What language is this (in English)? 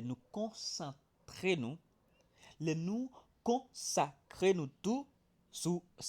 Haitian Creole